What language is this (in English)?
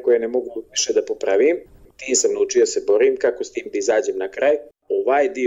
Bosnian